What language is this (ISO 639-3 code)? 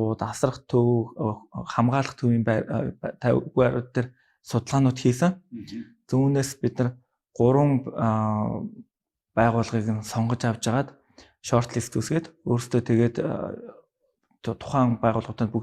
mon